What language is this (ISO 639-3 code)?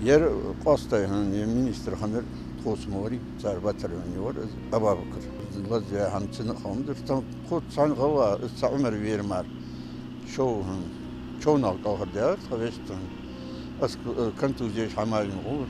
inh